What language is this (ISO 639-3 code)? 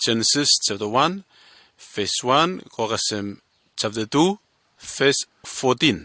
bis